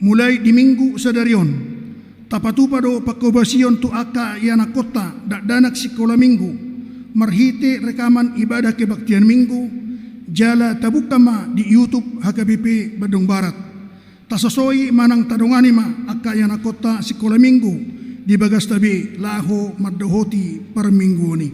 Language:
Batak Toba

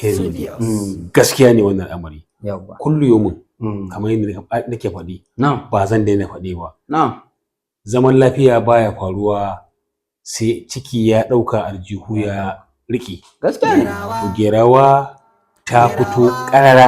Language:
Hausa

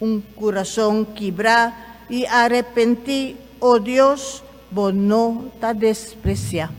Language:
Papiamento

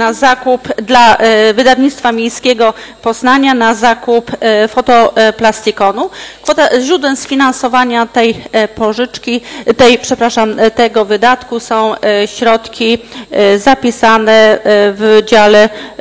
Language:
Polish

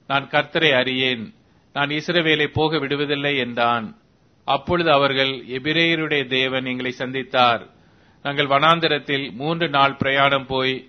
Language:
Tamil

